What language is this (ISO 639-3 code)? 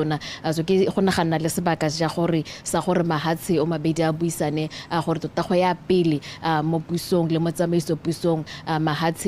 tsn